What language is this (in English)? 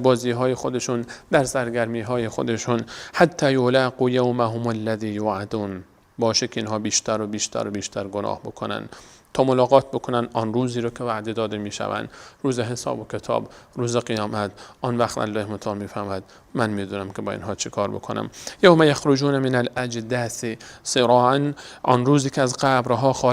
Persian